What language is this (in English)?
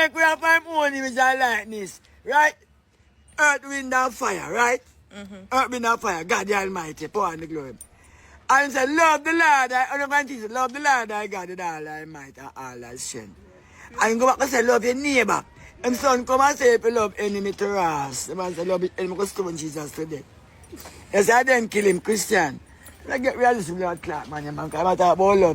Jamaican Creole English